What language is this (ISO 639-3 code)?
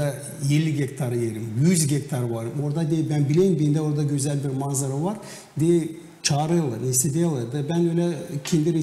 gag